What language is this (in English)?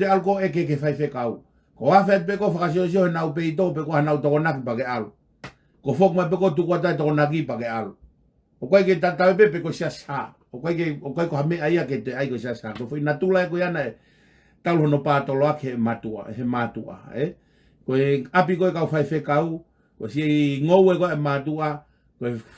Tongan